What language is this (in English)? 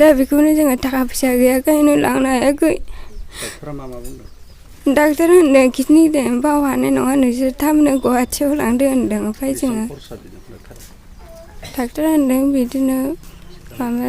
Bodo